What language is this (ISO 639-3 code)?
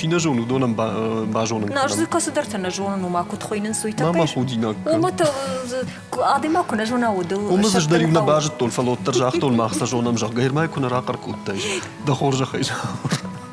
oss